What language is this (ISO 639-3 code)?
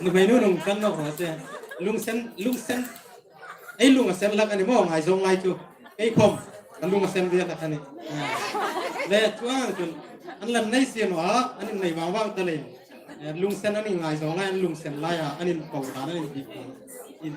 hmr